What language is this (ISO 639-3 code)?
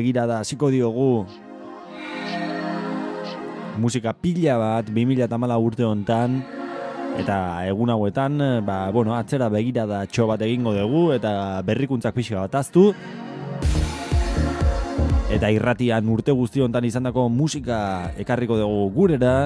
eus